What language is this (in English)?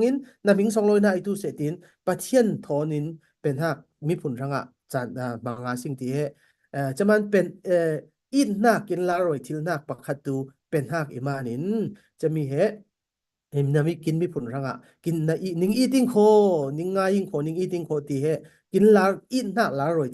Falam Chin